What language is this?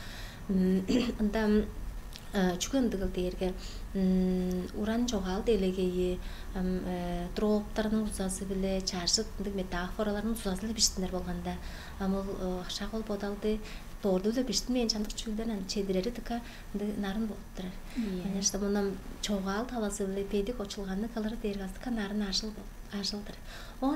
Tuvinian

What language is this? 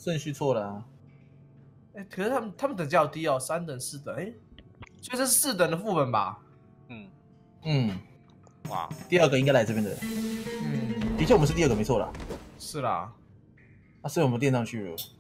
Chinese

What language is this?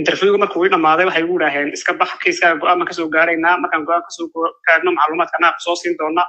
Somali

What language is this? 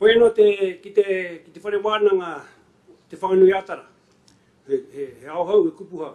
Māori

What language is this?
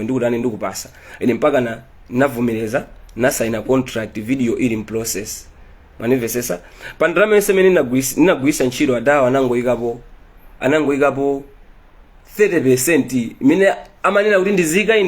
Nyanja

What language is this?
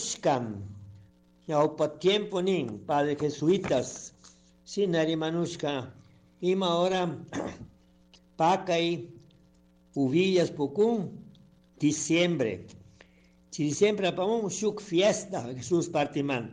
Chimborazo Highland Quichua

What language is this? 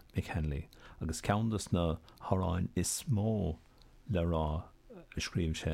Irish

